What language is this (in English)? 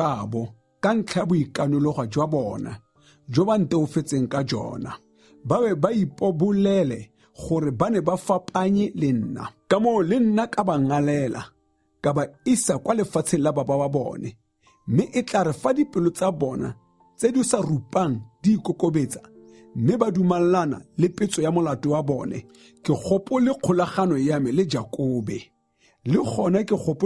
Tswana